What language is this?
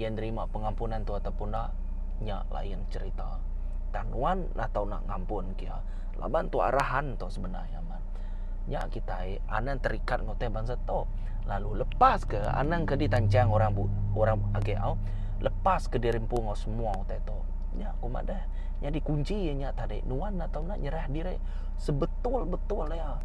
Iban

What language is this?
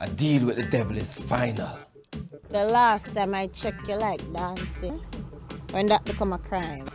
Jamaican Creole English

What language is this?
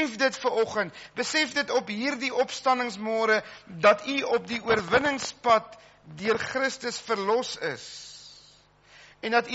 Afrikaans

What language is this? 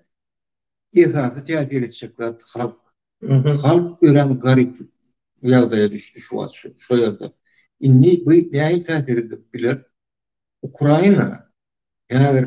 Turkmen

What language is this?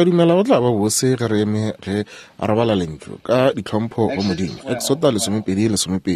Northern Sotho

